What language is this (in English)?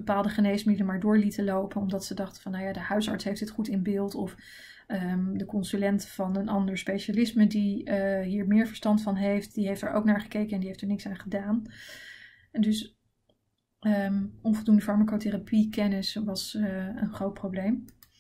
Dutch